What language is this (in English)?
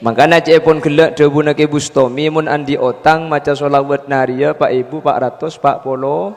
Madurese